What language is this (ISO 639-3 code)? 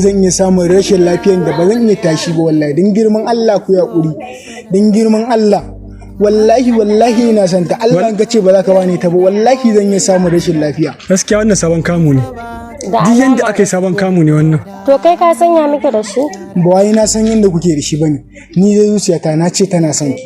hau